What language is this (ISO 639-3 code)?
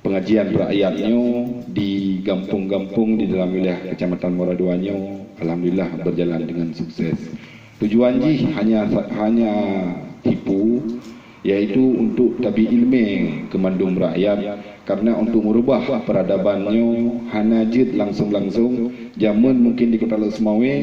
ace